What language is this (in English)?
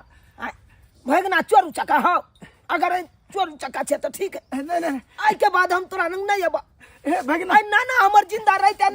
Maithili